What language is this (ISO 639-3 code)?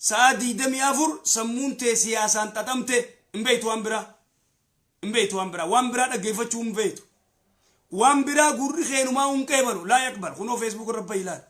orm